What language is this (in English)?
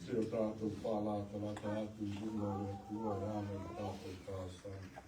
Samoan